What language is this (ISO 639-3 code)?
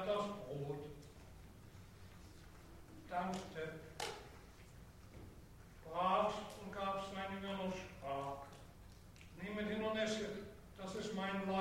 deu